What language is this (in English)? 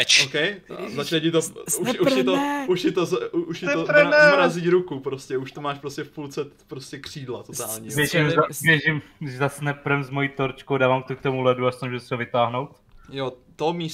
Czech